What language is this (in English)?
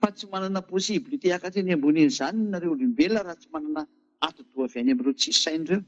Malagasy